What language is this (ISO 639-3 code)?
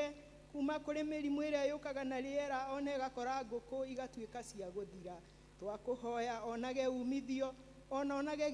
kik